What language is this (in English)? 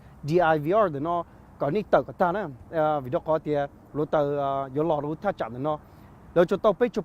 Hmong